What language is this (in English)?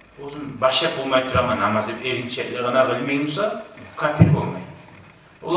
Kumyk